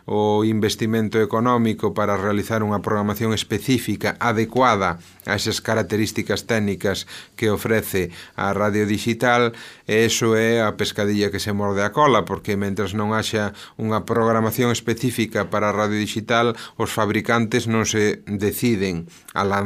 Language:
Galician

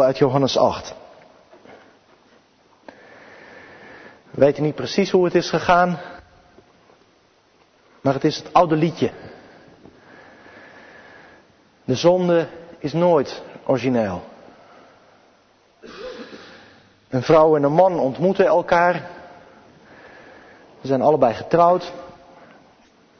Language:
Dutch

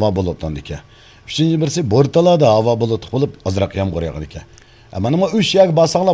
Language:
Uyghur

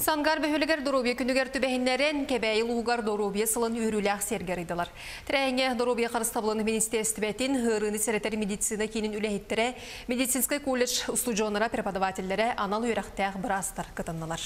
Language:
Yakut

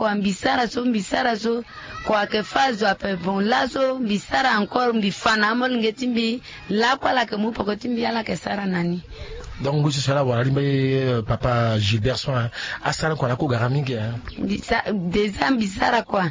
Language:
Sango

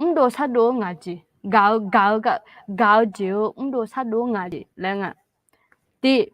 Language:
Akha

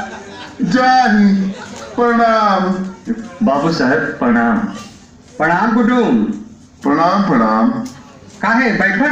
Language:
Magahi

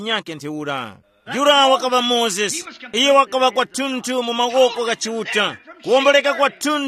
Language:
Tumbuka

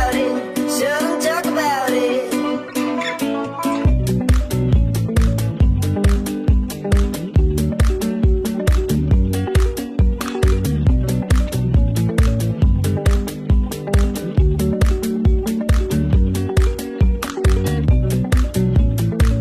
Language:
English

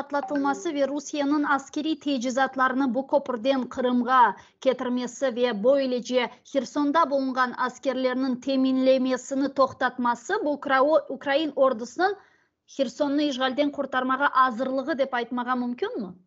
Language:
Crimean Tatar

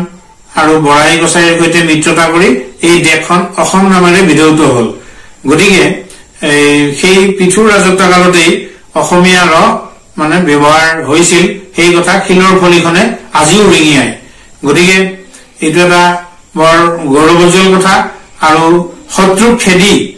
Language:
Assamese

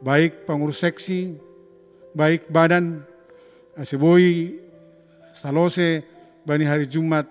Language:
Batak Simalungun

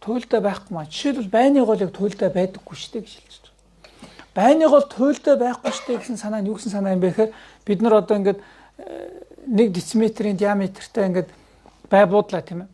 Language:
Mongolian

